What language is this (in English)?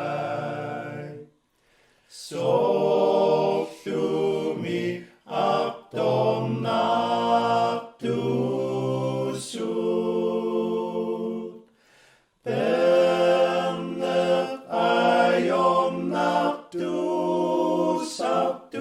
Kalaallisut